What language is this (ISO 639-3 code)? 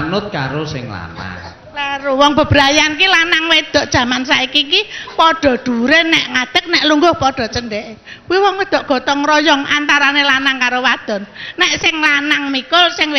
jav